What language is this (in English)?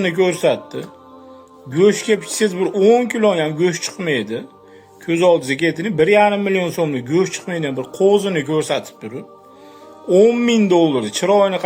Uzbek